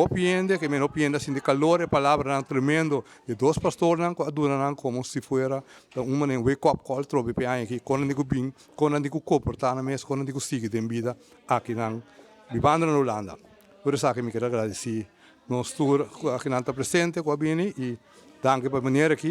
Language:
Papiamento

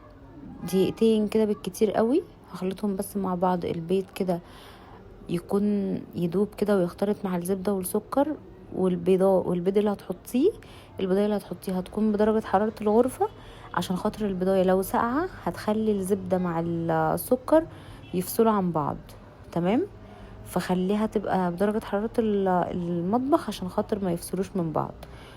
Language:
Egyptian Arabic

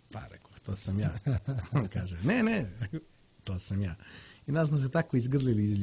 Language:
Croatian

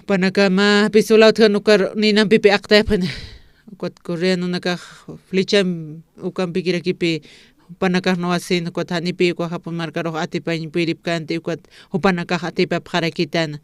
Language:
Aymara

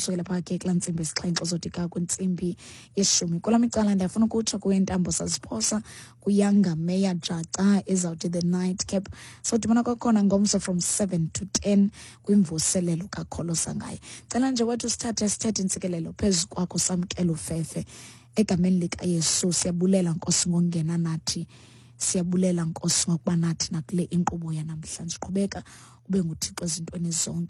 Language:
Xhosa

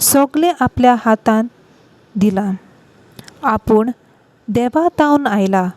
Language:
Konkani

